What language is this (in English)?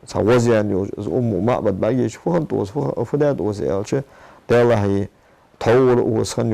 Ingush